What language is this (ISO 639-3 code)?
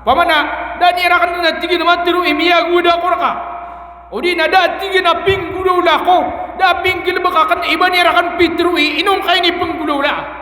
mrw